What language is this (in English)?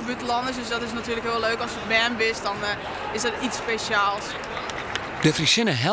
Western Frisian